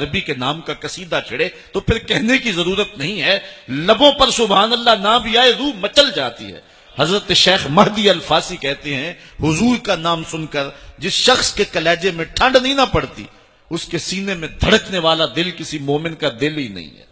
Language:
Urdu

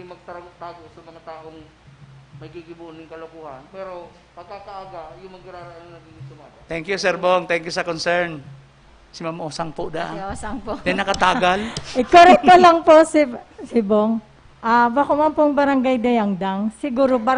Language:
Bikol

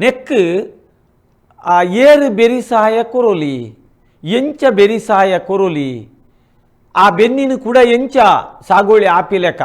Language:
Tulu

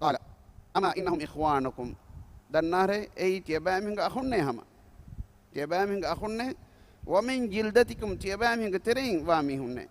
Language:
Divehi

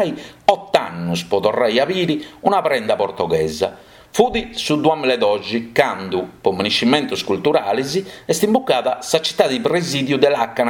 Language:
Sardinian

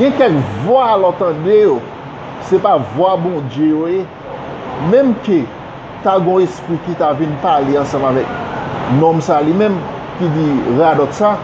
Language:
Haitian Creole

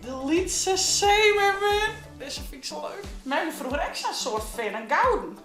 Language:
Western Frisian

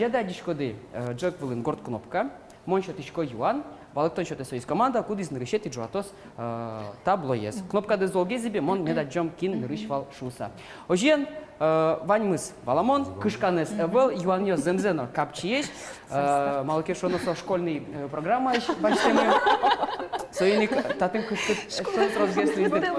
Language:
Udmurt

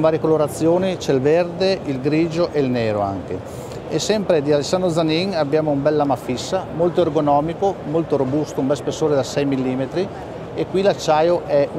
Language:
Italian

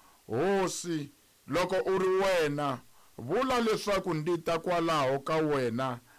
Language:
Tsonga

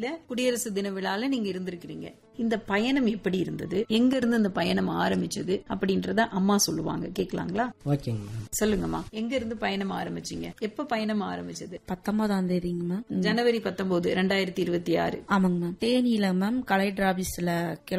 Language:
Tamil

